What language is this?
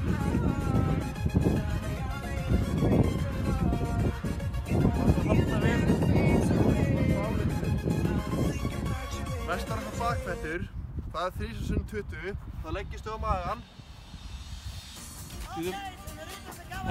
Icelandic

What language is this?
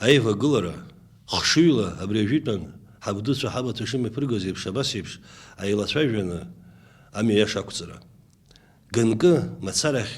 Abkhazian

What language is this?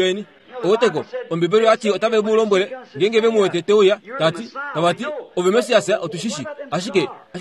Kuanyama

